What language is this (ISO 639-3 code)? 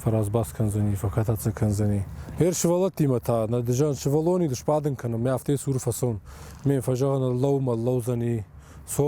oss